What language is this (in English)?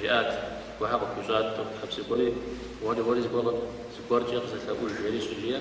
Kabardian